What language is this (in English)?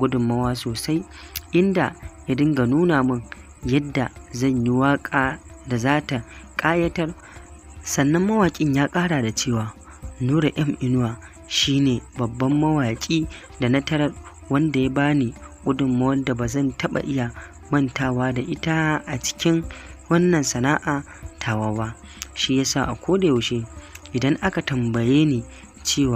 Hausa